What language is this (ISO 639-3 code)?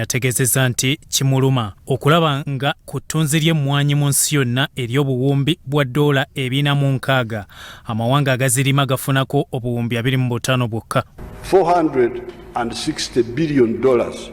lug